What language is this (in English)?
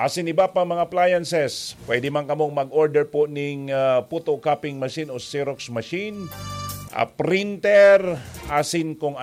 Bikol